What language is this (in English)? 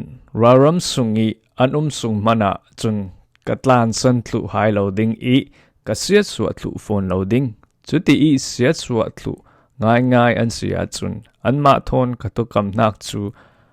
Falam Chin